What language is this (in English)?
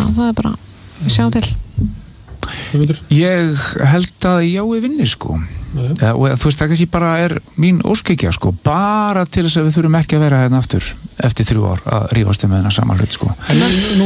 Icelandic